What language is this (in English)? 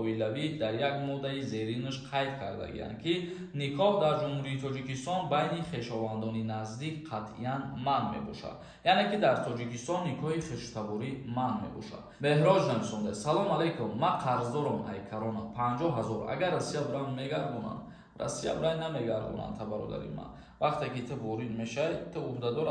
Tajik